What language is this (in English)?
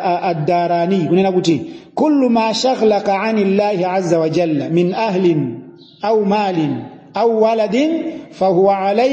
Nyanja